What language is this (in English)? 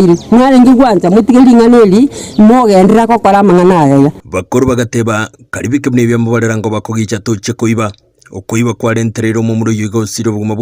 Gusii